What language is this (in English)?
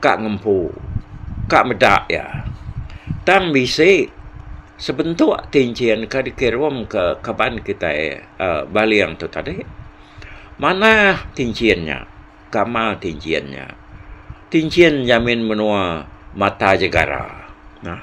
Iban